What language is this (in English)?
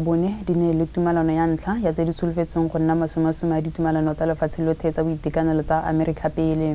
Tswana